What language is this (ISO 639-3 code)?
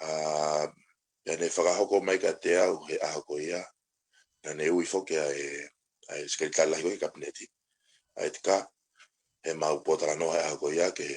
ton